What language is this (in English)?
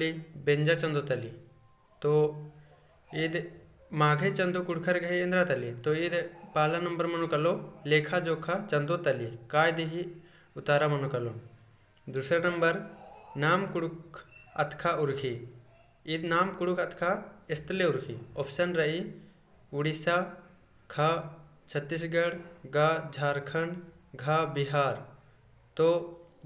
Kurukh